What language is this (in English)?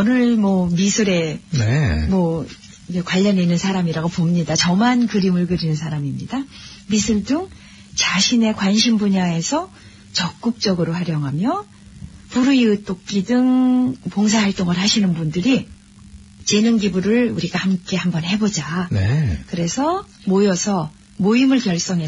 Korean